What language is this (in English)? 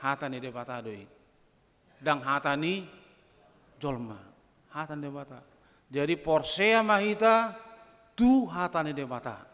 Batak Toba